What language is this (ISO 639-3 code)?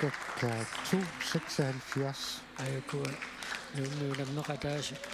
kal